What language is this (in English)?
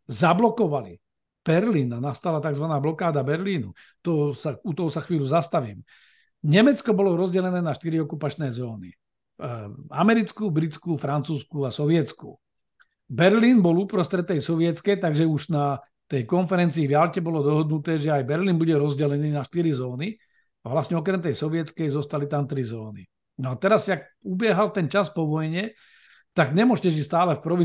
Slovak